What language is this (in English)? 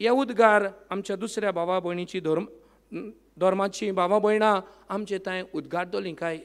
Konkani